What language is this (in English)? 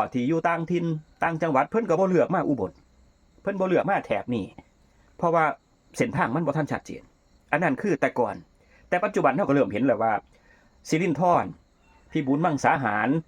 Northeastern Thai